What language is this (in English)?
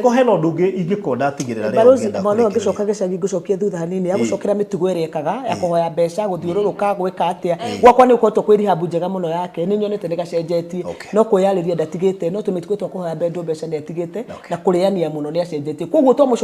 Kikuyu